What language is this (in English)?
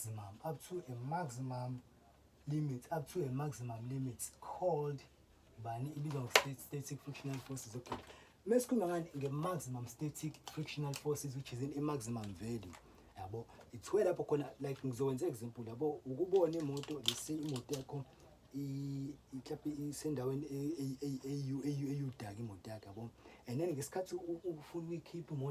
Zulu